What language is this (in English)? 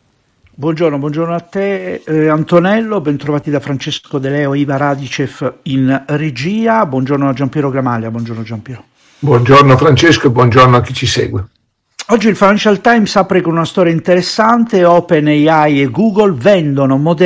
Italian